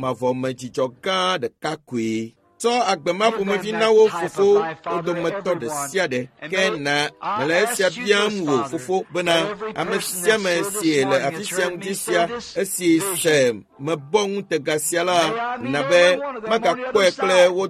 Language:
Ewe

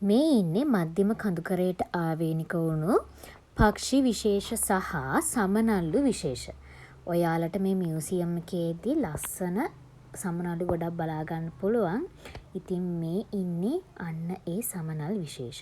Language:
Sinhala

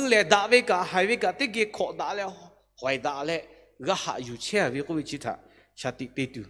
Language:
Lahu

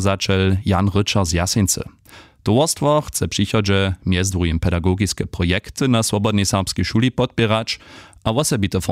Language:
Upper Sorbian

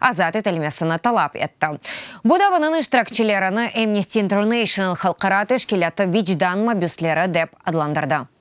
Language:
Crimean Tatar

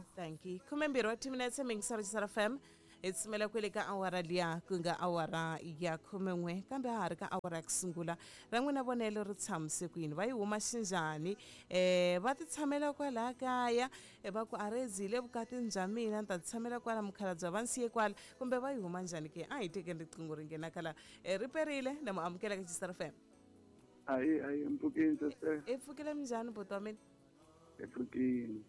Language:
Tsonga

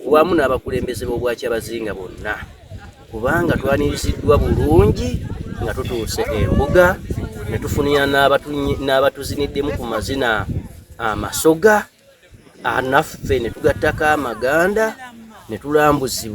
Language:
Soga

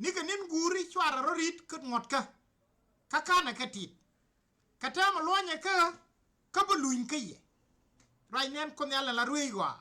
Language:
Nuer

